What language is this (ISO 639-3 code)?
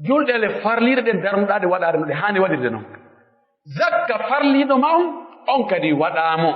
fuf